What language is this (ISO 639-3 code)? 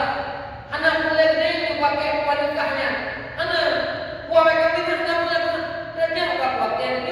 ace